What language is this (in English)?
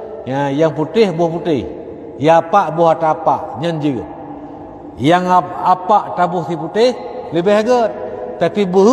Achinese